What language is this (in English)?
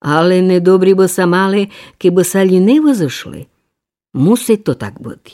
Rusyn